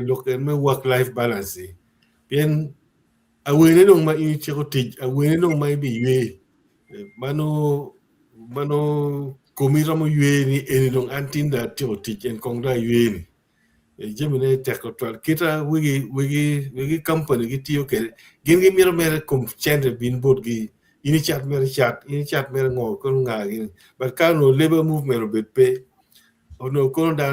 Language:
Acoli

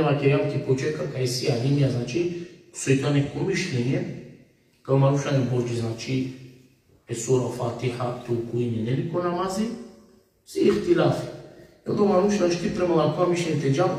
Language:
Balkan Romani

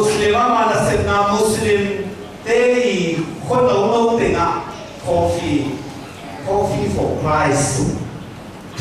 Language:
Tedim Chin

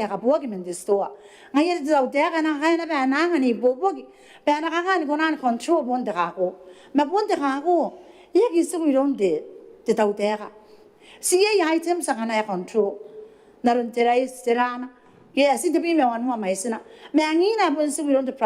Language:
Gilbertese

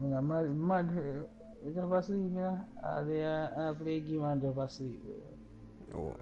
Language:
Jamaican Creole English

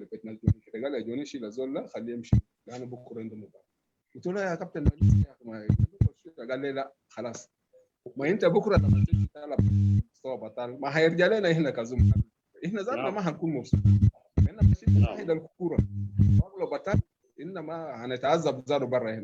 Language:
Sudanese Arabic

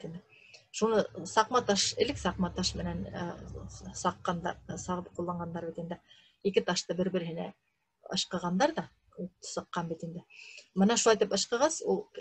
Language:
Bashkir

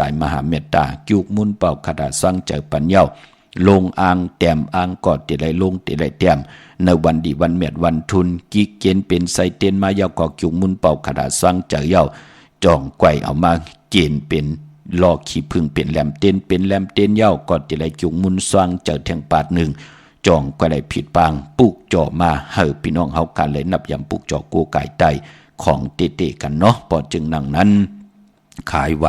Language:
Shan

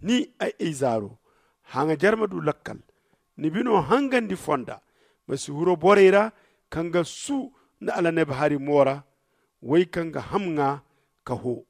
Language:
Zarma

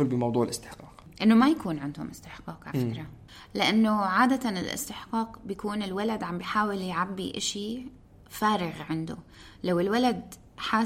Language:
North Levantine Arabic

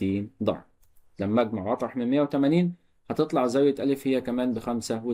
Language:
Egyptian Arabic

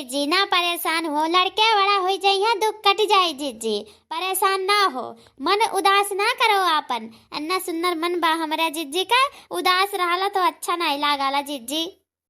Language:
Awadhi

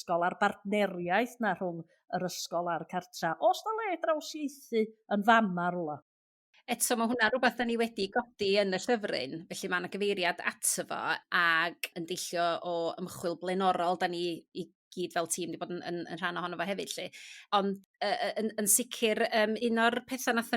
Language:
Welsh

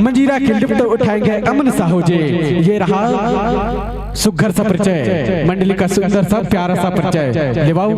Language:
Chhattisgarhi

